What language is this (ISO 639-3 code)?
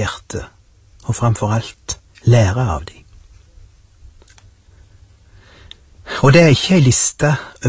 nor